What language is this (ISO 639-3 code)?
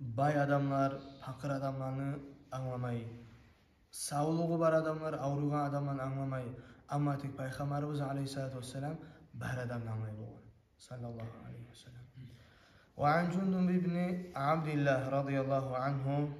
kum